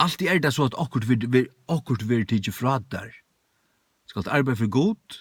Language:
Faroese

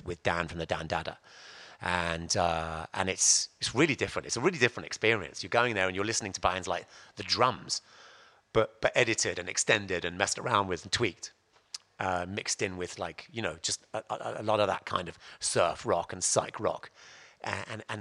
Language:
English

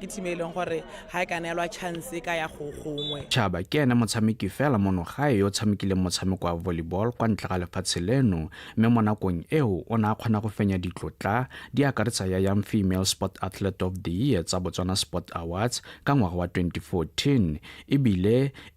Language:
Tswana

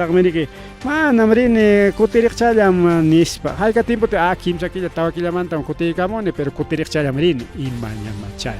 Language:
Ayacucho Quechua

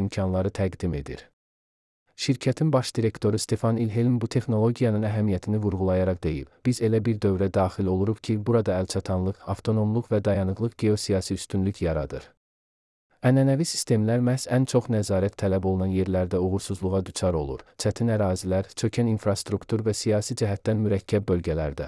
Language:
Azerbaijani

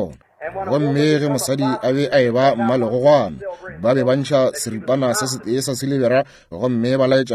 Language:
Northern Sotho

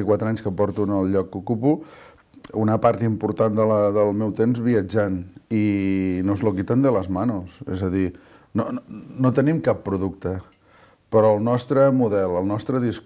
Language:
Catalan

